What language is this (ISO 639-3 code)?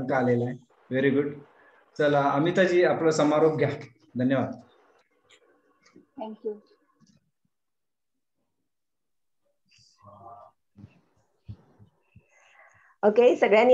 mar